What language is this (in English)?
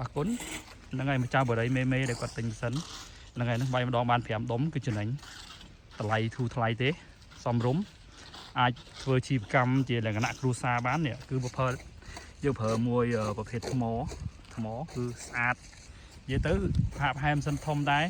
Khmer